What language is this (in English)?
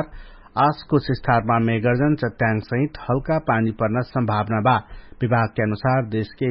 Dangaura Tharu